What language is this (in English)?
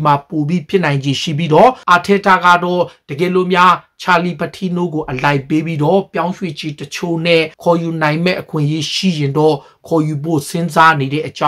Burmese